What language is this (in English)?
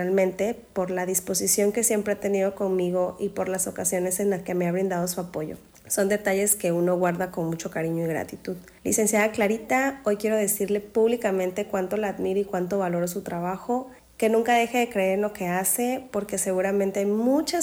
Spanish